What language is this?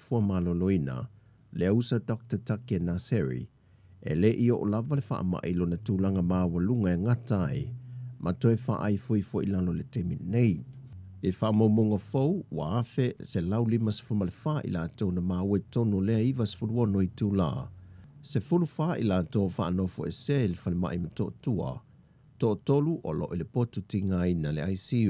Samoan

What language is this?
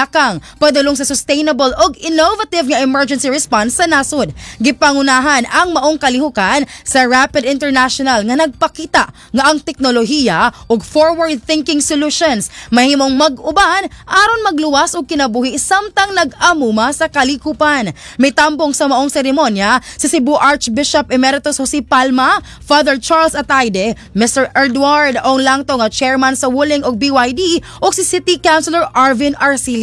Cebuano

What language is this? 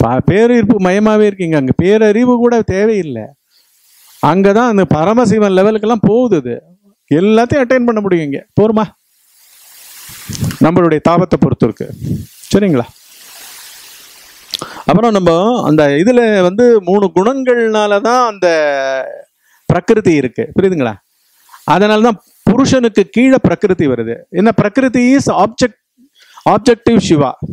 Tamil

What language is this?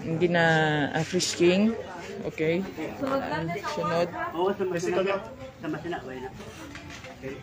Hiligaynon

